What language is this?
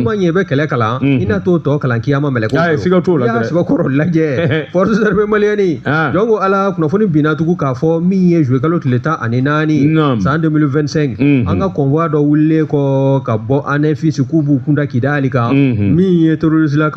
Bambara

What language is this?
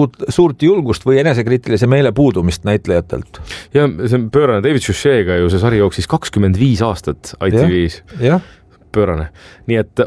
Estonian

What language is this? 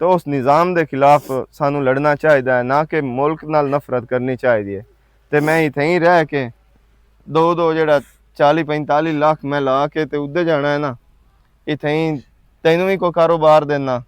Western Panjabi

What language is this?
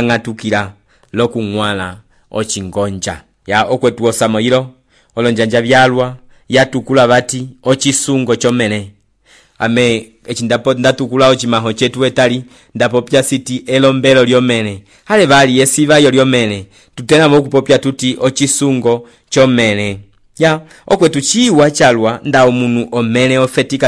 Umbundu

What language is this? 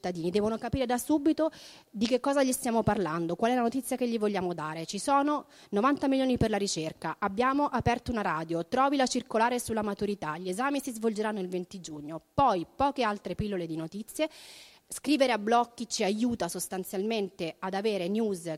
Italian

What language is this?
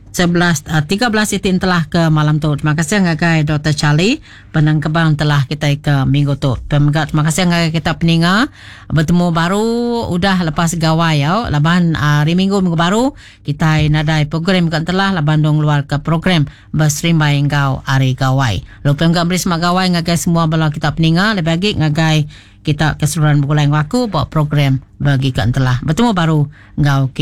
Iban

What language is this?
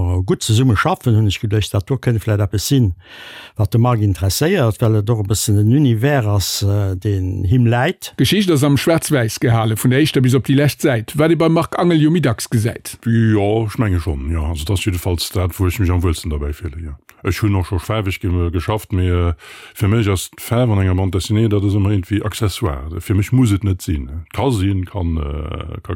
Luxembourgish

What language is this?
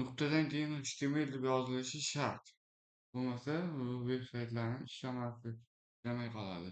Uzbek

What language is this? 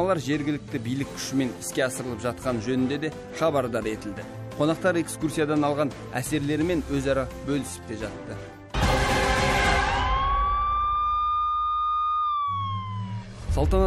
Kazakh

